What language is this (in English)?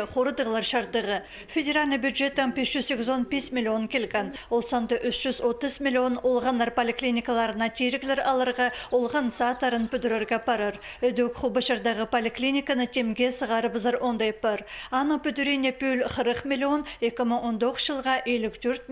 Khakas